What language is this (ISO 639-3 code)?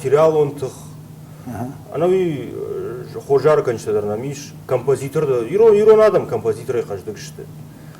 oss